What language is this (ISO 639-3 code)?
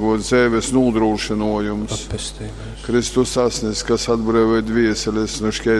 ltg